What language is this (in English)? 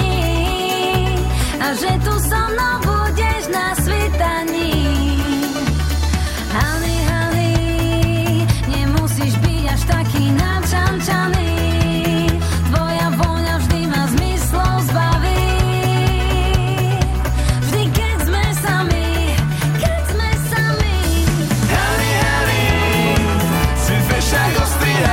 Slovak